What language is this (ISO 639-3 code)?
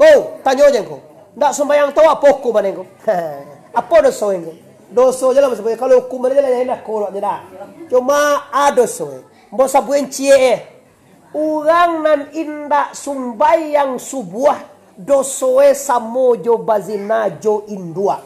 min